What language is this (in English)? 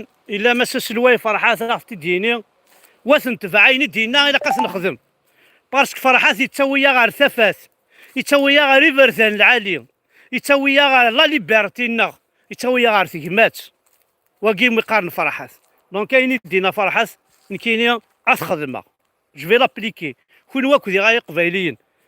Kabyle